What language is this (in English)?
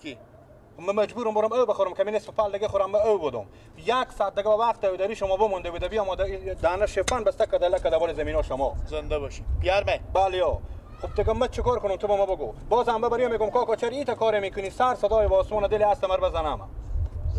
Persian